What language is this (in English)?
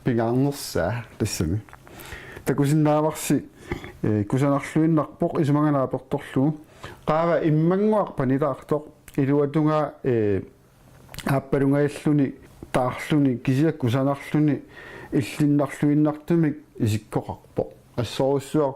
Kalaallisut